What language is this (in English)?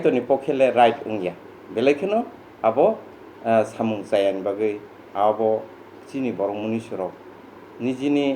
Kok Borok